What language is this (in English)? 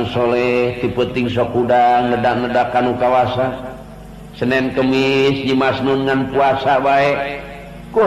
Sundanese